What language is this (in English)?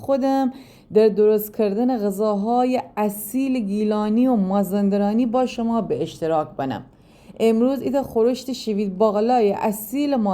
Gilaki